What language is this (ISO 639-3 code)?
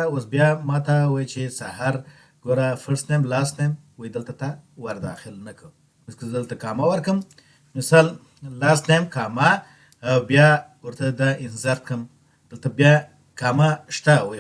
pus